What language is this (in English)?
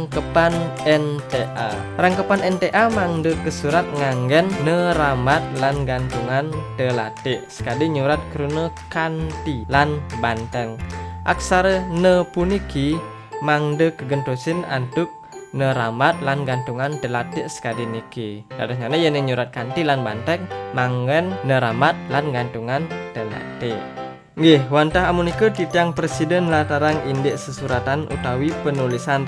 Balinese